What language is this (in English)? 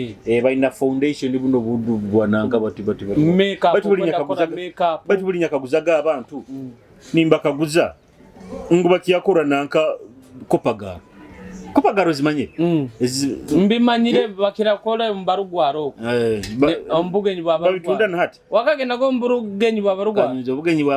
Nyoro